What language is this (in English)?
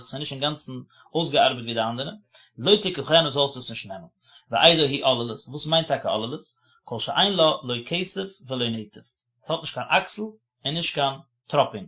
Yiddish